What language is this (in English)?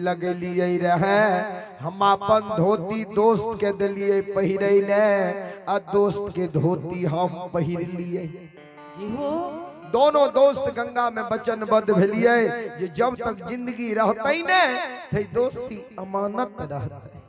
Maithili